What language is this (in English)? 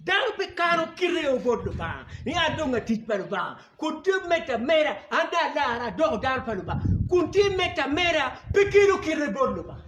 Acoli